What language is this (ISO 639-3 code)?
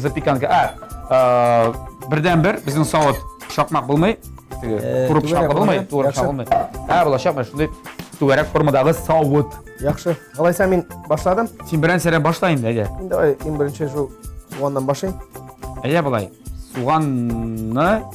tat